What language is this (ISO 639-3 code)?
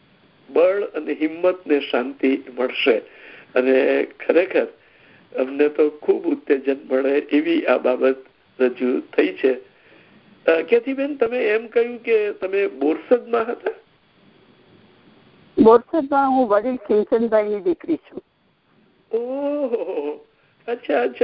guj